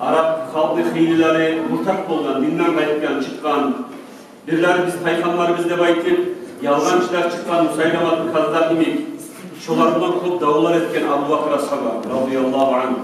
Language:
Kumyk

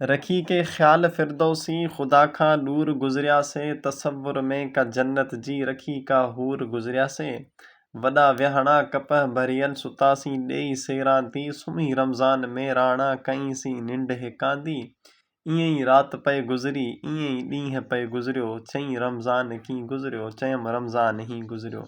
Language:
Sindhi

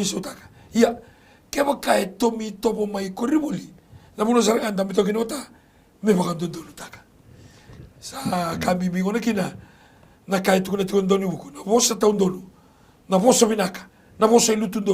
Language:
Fijian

